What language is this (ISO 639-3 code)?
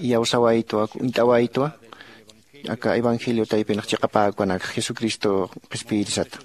aym